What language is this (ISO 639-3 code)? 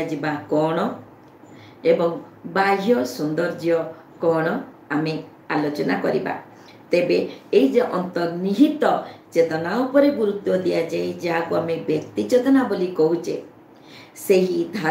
ori